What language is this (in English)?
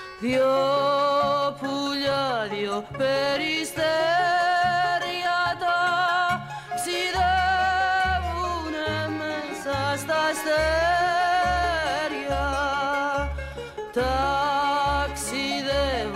Greek